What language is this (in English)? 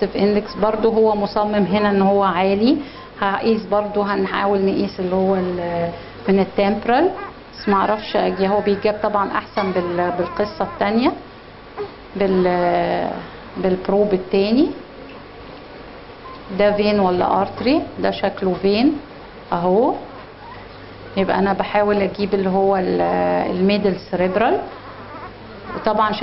Egyptian Arabic